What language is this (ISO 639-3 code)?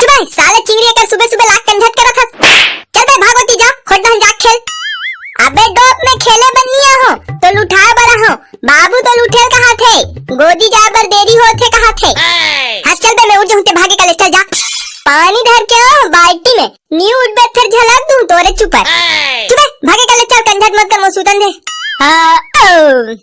hne